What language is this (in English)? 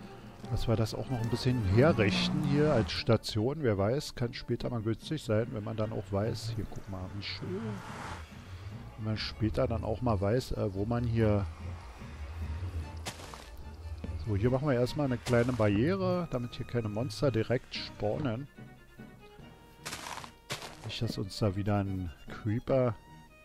German